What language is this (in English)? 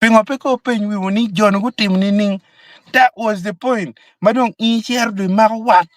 Acoli